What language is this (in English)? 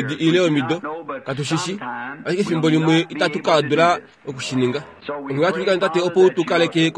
Kuanyama